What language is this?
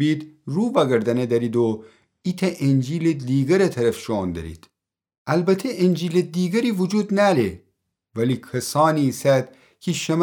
Gilaki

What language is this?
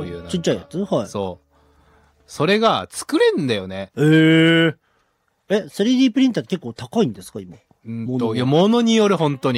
Japanese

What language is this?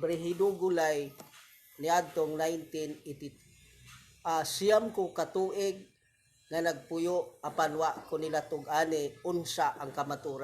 Cebuano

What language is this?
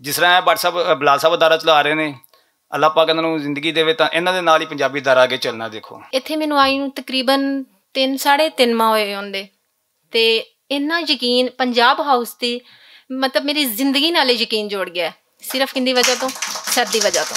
Western Panjabi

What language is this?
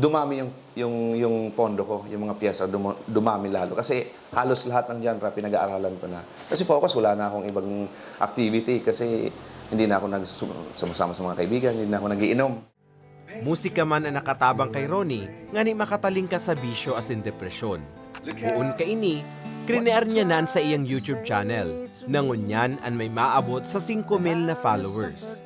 Bikol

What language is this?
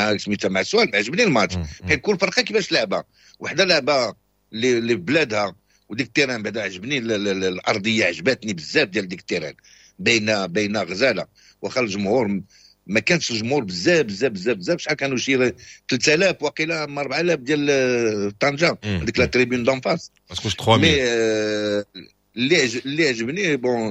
Moroccan Arabic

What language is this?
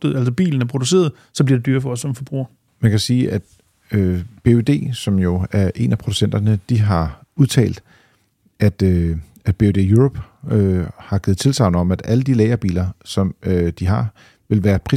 Danish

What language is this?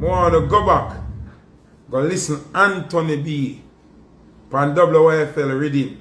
Jamaican Creole English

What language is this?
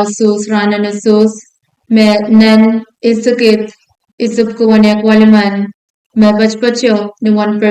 Pohnpeian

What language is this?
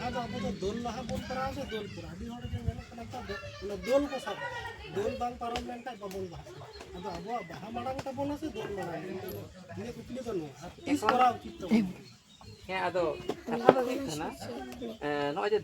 Santali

